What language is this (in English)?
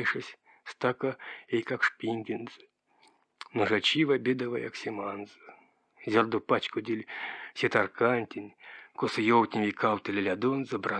Erzya